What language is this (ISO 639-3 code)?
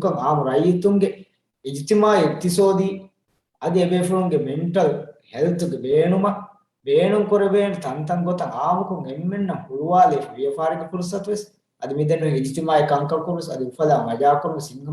div